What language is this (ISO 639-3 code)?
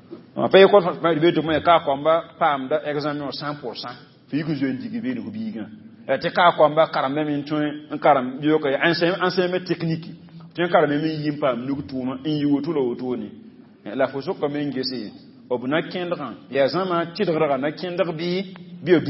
mos